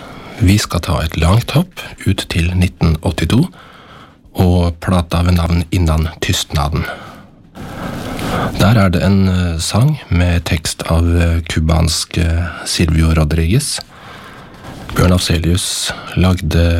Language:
Norwegian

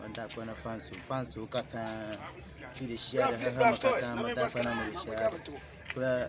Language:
Ewe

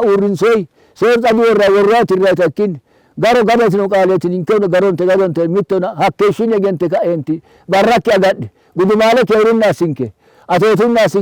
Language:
Sidamo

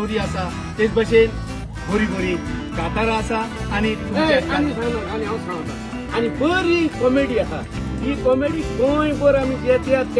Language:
Konkani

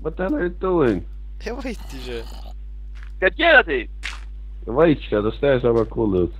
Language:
Faroese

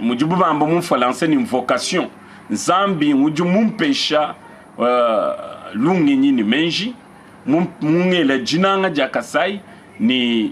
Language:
Luba-Lulua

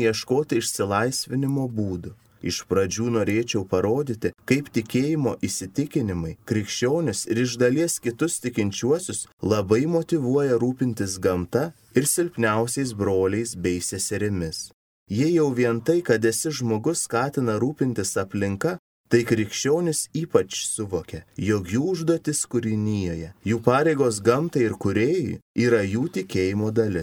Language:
Lithuanian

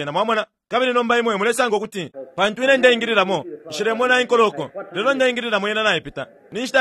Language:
Bemba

